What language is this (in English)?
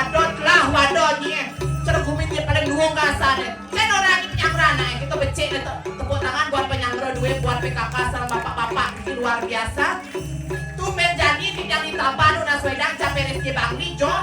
Balinese